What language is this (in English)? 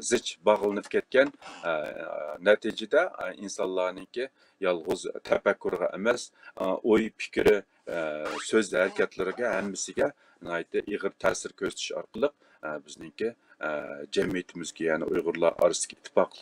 Uyghur